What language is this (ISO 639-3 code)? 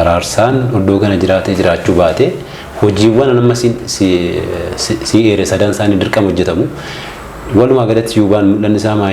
orm